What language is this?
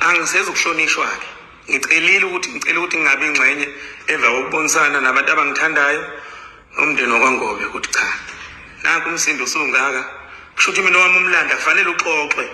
Zulu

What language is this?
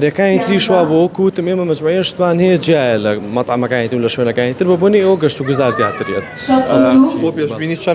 Central Kurdish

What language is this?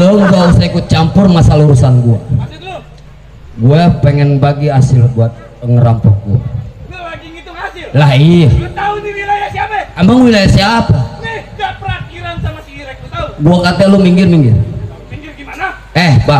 Betawi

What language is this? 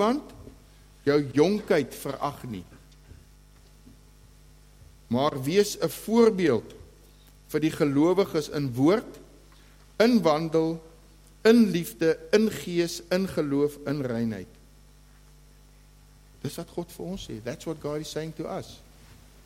Afrikaans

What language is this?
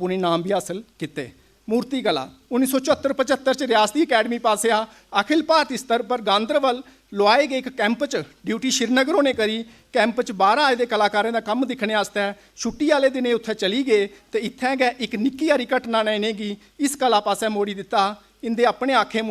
Dogri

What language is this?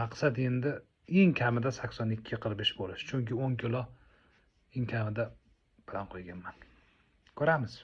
Uzbek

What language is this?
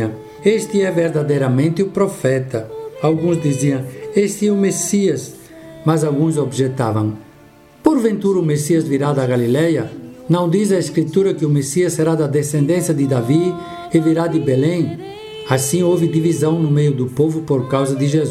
Portuguese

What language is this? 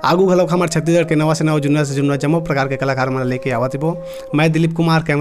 Chhattisgarhi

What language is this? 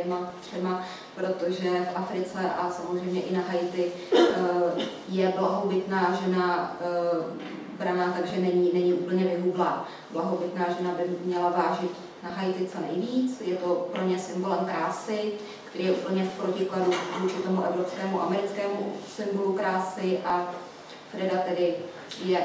Czech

